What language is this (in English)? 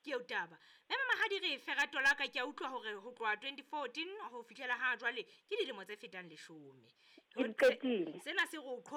Southern Sotho